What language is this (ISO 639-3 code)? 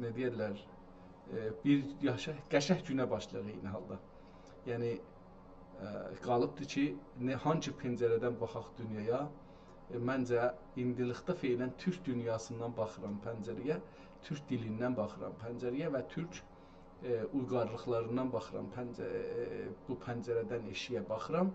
azb